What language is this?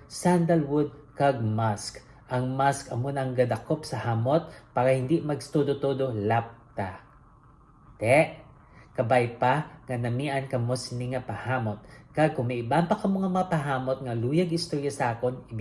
Hiligaynon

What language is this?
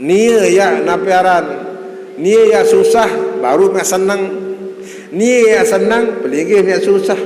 Sasak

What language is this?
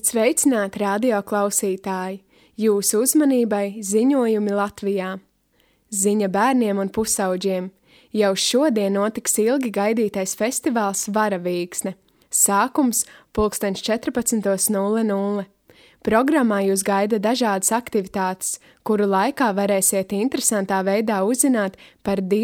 Latvian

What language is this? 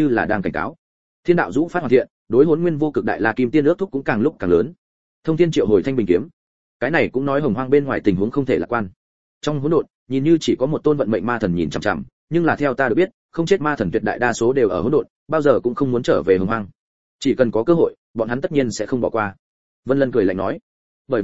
Vietnamese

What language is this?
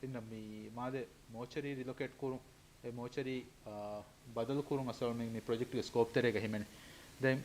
Divehi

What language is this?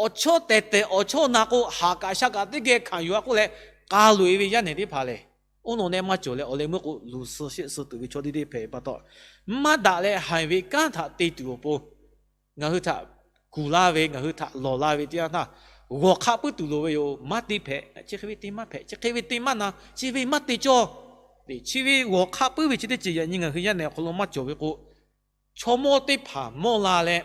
Lahu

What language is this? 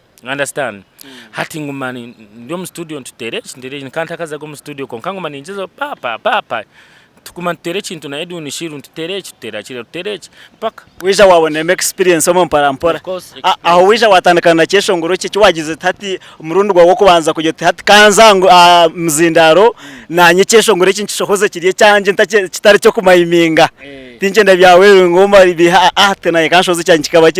Nyankole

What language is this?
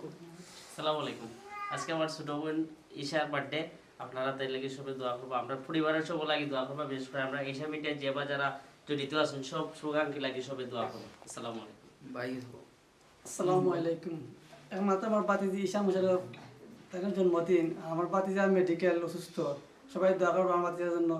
Sylheti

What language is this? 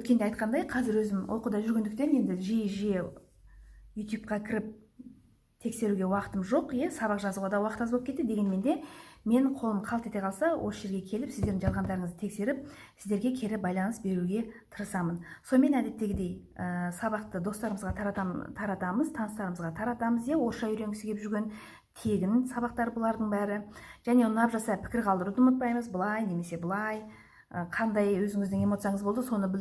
Kazakh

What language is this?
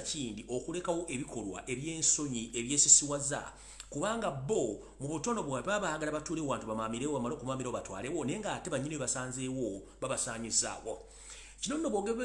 Ganda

